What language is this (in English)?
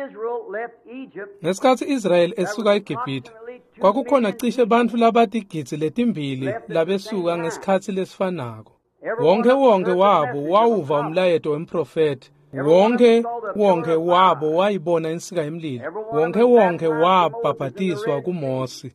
Swati